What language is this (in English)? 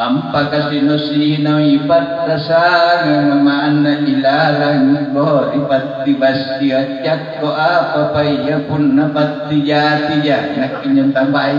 Makasar